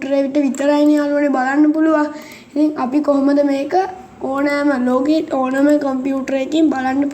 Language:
Sinhala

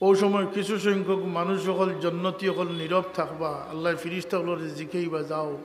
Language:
Sylheti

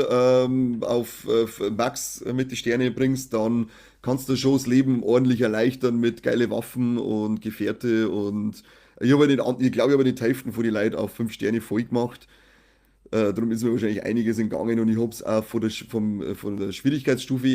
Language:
Bavarian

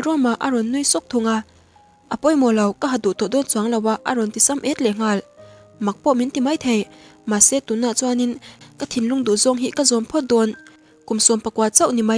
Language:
Mizo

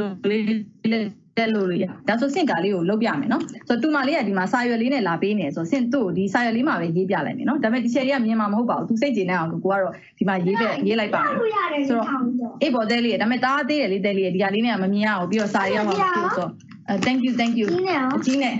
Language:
Burmese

